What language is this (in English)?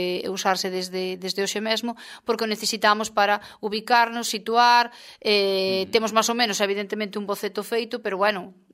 Galician